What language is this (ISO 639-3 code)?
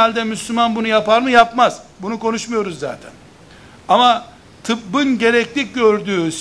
tur